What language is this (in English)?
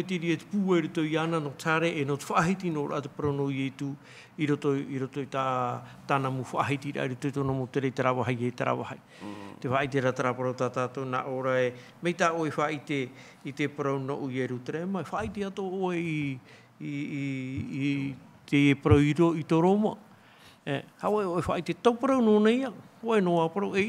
Tahitian